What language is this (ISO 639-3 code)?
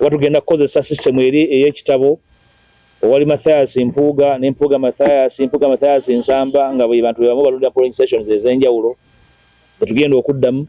lug